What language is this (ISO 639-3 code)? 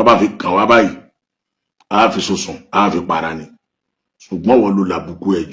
yor